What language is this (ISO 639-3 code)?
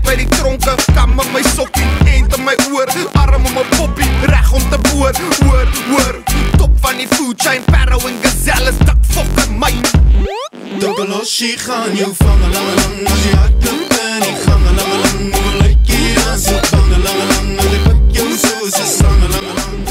afr